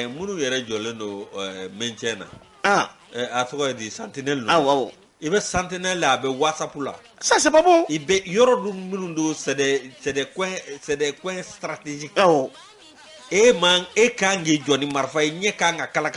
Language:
Bambara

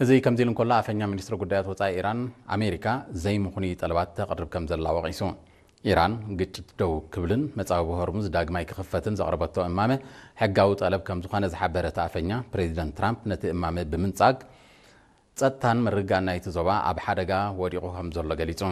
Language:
Tigrinya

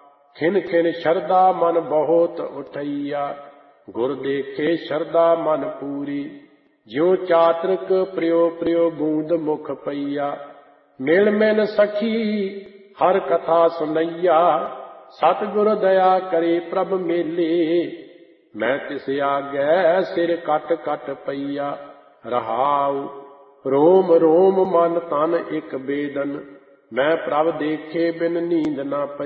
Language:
Punjabi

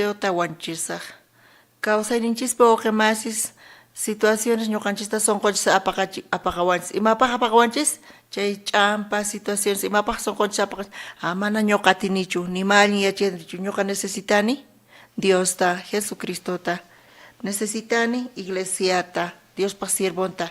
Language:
South Bolivian Quechua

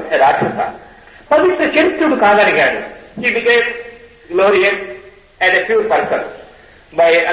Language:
Telugu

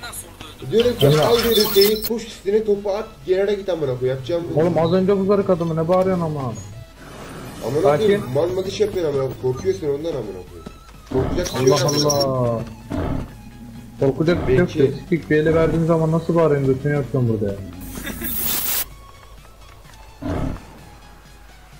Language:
Turkish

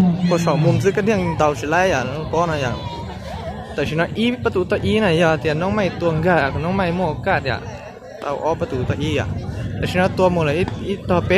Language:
Hmong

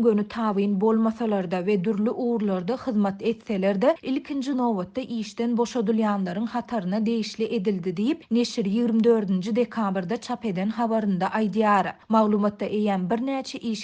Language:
Turkmen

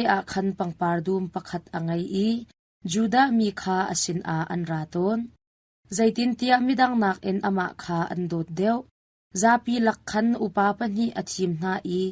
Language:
Hakha Chin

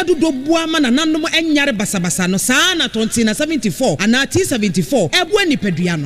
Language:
Akan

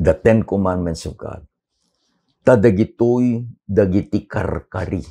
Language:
Iloko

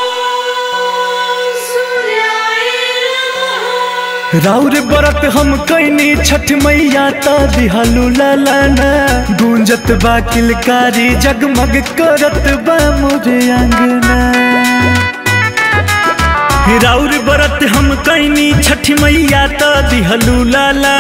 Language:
Bhojpuri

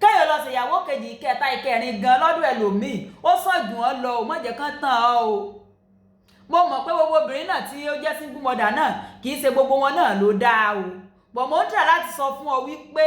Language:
Yoruba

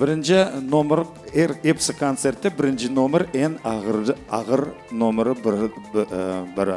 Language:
Crimean Tatar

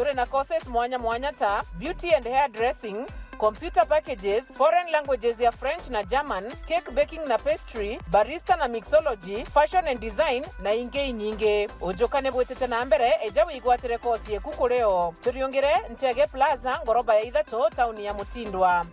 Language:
Meru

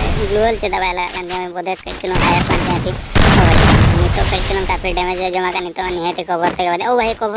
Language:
Santali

